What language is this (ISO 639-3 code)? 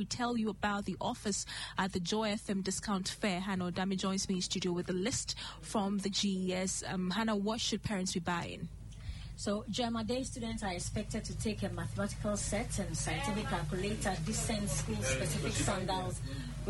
eng